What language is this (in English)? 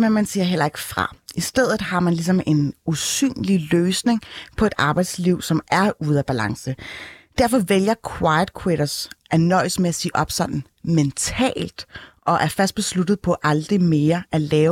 Danish